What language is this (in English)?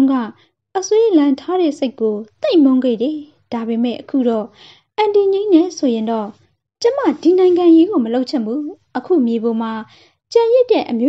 Burmese